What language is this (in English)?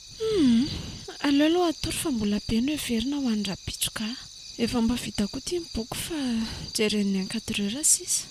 Malagasy